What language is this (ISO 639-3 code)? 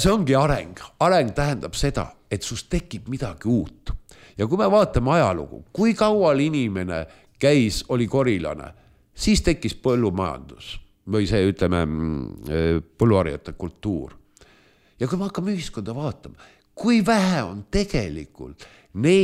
est